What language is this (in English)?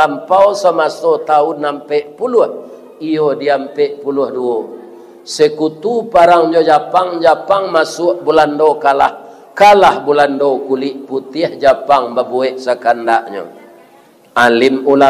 Minangkabau